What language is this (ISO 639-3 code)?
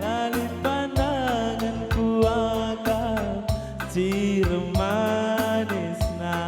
btx